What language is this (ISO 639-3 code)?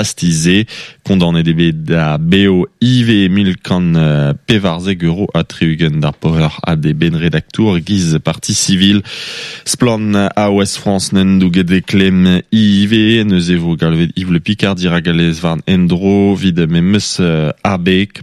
bre